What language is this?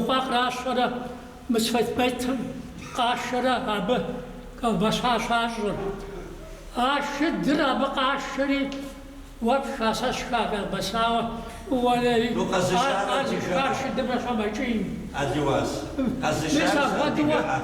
Kabardian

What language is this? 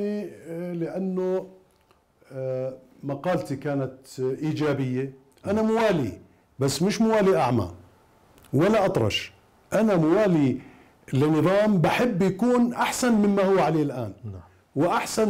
Mesopotamian Arabic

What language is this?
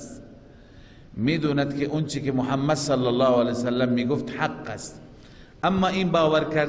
Persian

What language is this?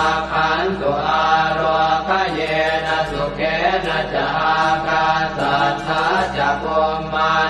Pali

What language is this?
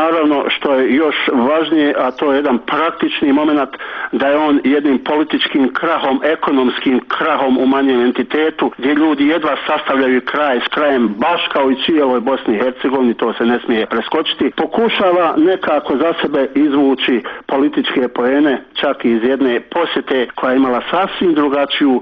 Bosnian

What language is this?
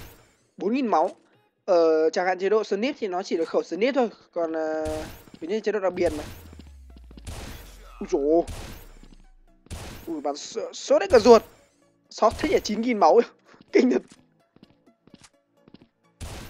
Vietnamese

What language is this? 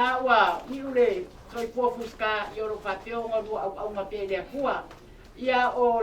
Samoan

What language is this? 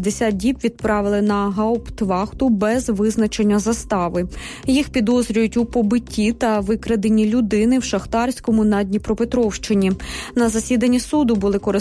Ukrainian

